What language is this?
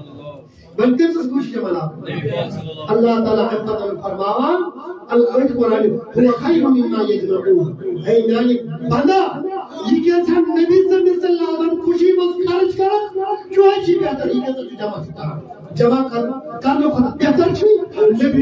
Kashmiri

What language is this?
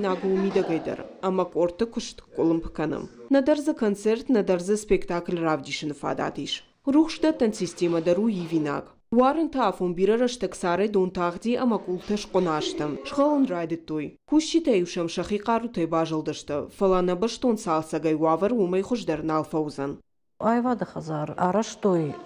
Ossetic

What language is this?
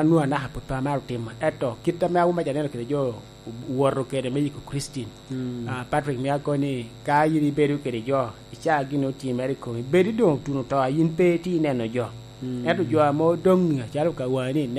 Lango (Uganda)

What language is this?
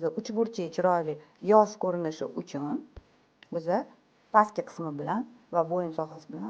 Uzbek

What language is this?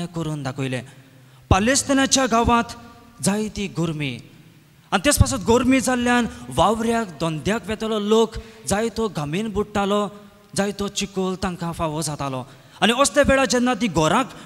Konkani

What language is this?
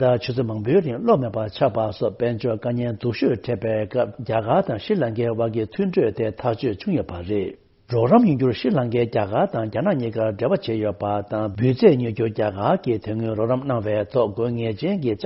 Tibetan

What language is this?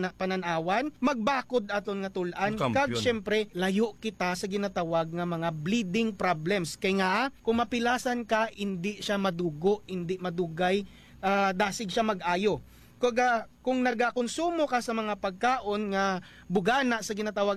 Hiligaynon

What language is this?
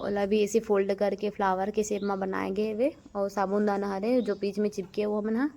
Chhattisgarhi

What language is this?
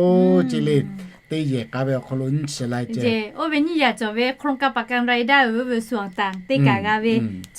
Lahu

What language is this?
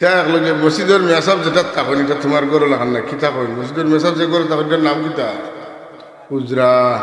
Sylheti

